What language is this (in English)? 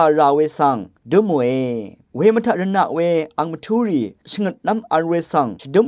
Rawang